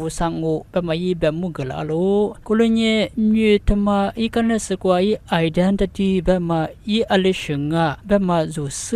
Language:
Lisu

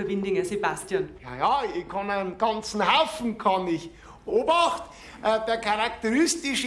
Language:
Bavarian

